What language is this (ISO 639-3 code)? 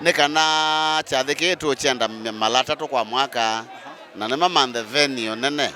kam